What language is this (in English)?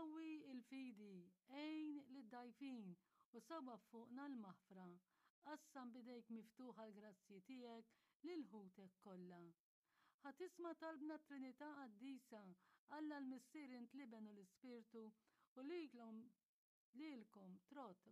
Maltese